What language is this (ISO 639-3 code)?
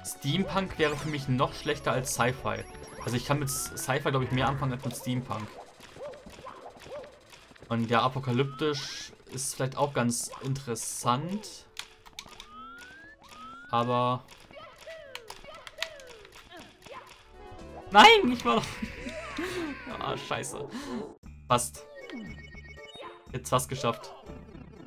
deu